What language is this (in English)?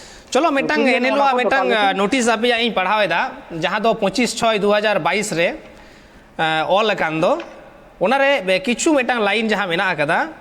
Santali